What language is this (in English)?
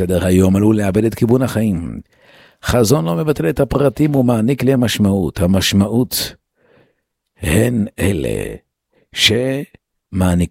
Hebrew